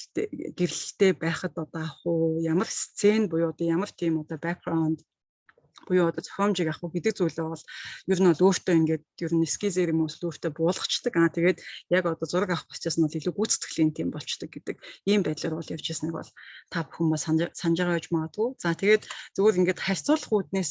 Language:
Mongolian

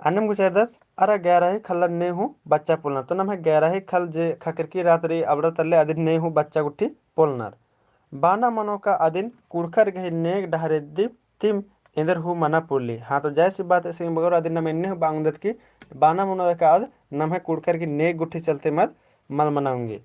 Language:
Kurukh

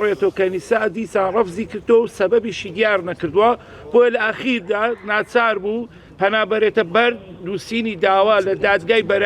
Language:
Central Kurdish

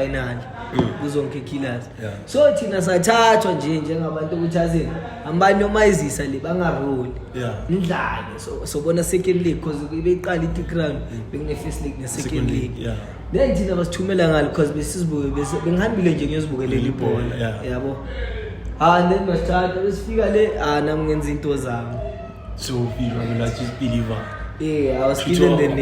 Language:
Zulu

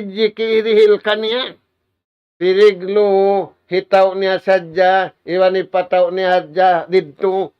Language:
Tausug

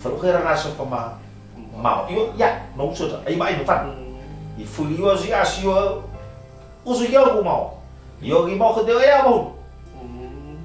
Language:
Nias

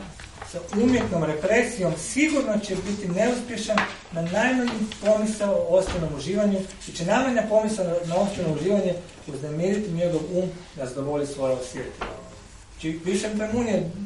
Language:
Croatian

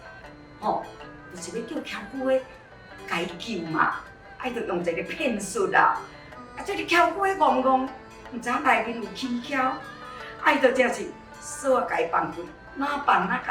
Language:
Min Nan Chinese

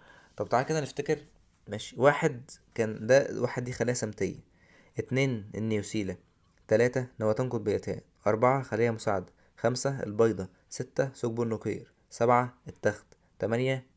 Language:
Egyptian Arabic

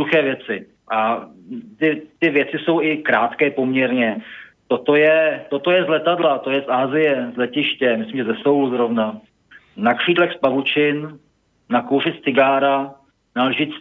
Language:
Czech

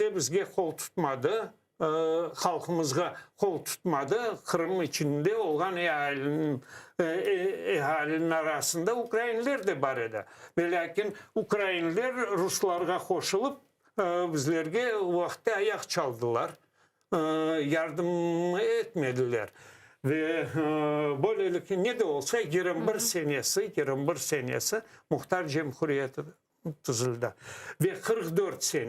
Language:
Crimean Tatar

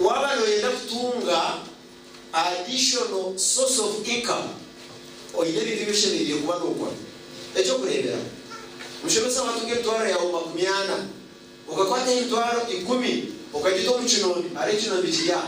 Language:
Nyankole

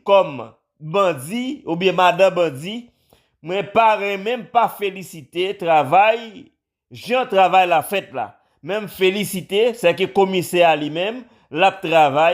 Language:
Haitian Creole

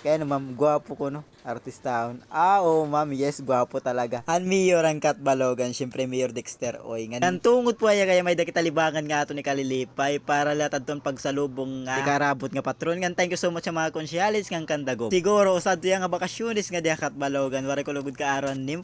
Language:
Waray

